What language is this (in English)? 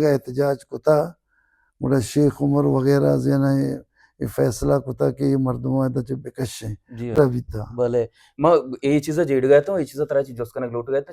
Baluchi